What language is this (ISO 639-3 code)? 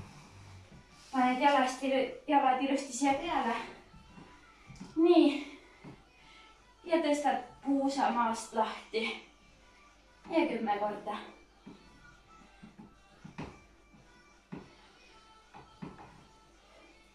est